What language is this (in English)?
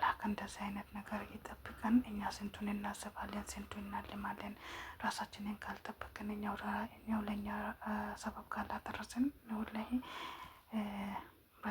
Amharic